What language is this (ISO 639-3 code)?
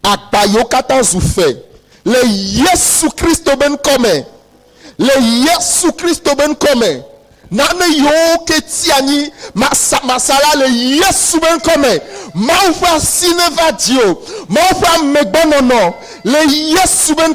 ewe